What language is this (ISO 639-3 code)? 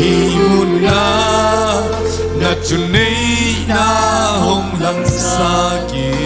ctd